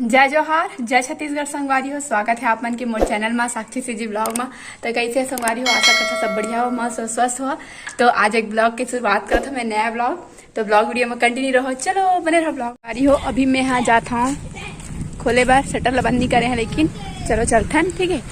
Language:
Chhattisgarhi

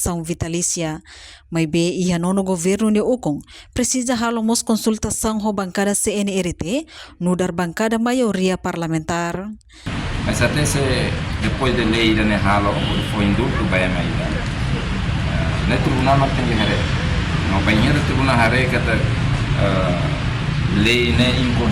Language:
Tetum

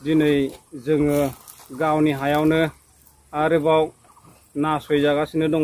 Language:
Bodo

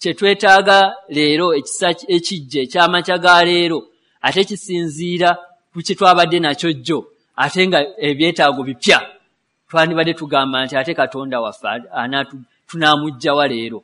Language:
Ganda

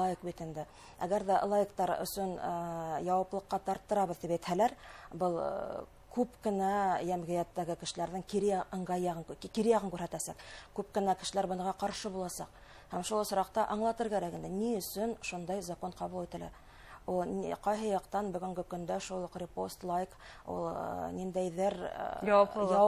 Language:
Bashkir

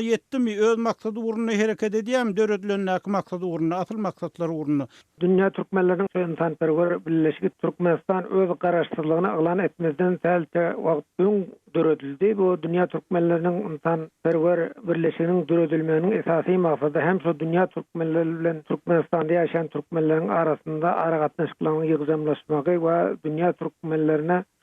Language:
Turkmen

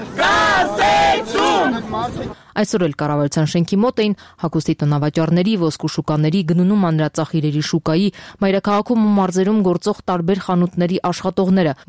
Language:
Armenian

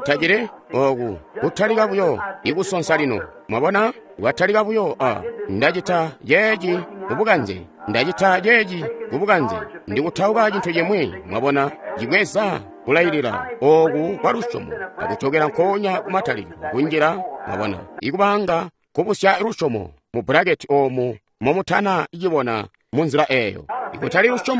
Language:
Tonga (Zambia)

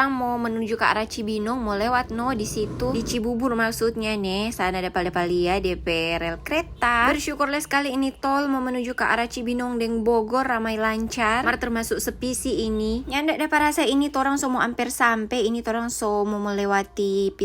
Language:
Manado Malay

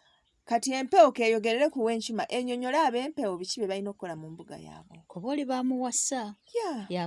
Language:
Ganda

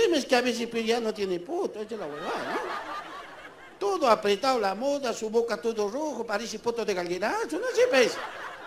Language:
Spanish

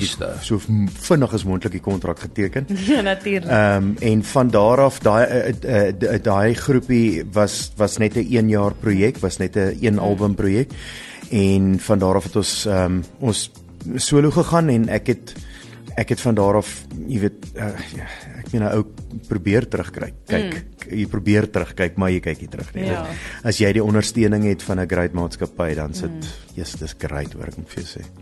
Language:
Afrikaans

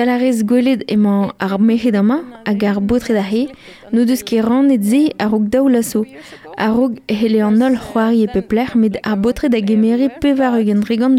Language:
Breton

